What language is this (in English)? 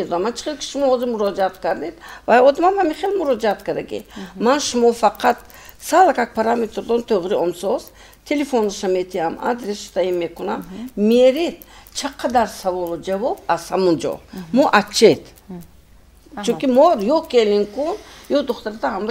Tajik